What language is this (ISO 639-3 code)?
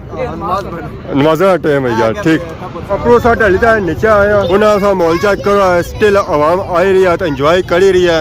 phr